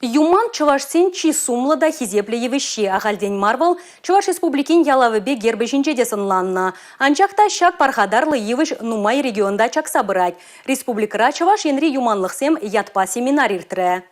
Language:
Chuvash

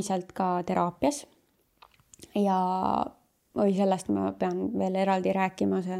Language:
Estonian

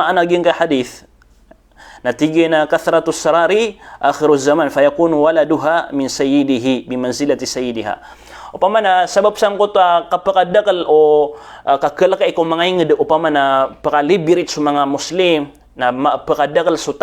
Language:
Maranao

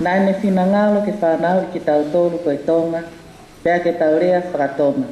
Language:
Tongan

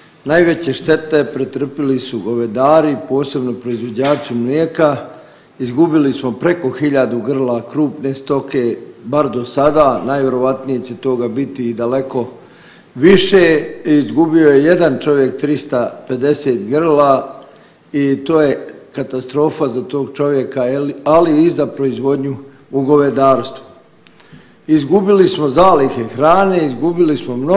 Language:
Bosnian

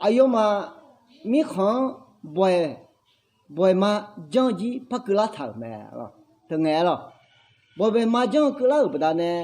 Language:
Akha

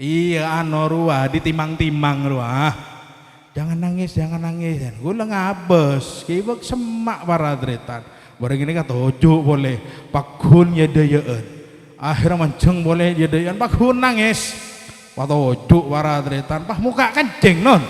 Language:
Madurese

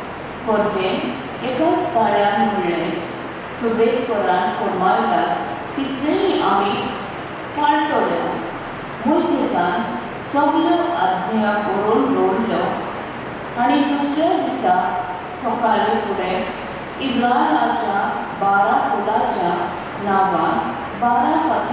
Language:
Konkani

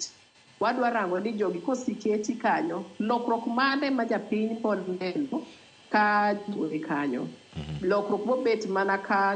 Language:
Luo (Kenya and Tanzania)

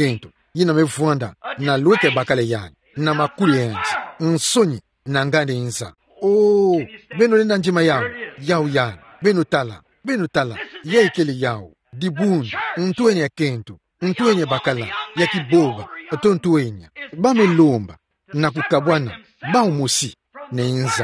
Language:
Kituba (Democratic Republic of Congo)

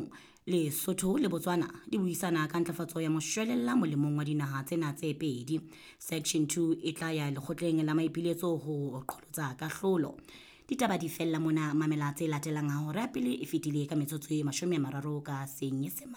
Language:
Southern Sotho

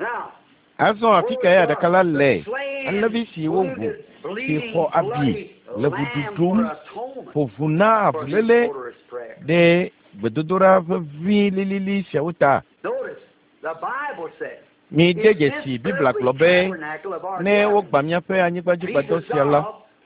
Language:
Ewe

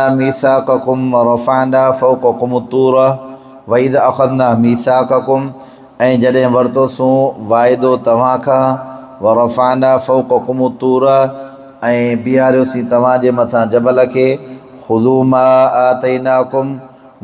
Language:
Sindhi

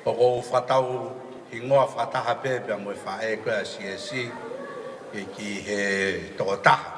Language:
Tongan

